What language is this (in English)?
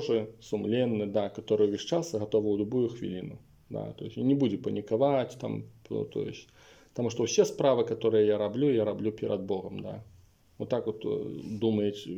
Belarusian